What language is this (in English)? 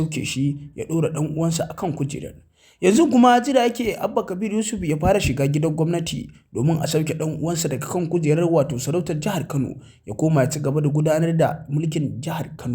Hausa